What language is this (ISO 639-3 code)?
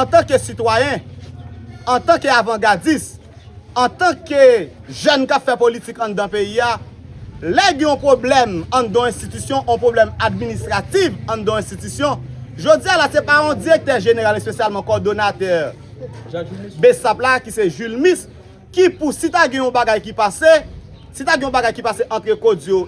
hat